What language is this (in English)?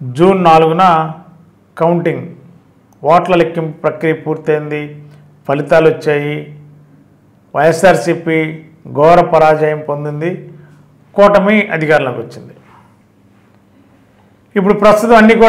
Telugu